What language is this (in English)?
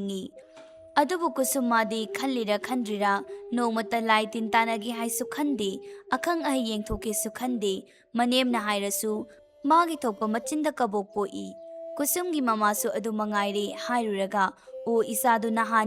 Manipuri